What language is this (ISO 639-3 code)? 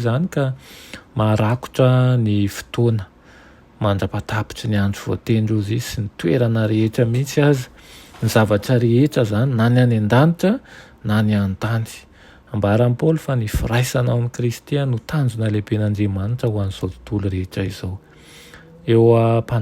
mlg